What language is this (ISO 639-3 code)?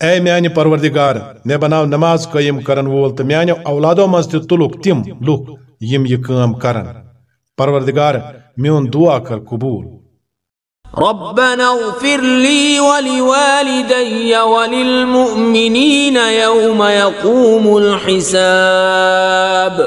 kas